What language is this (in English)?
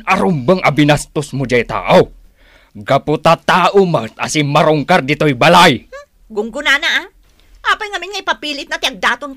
Iloko